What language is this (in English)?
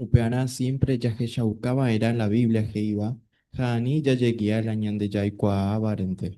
Guarani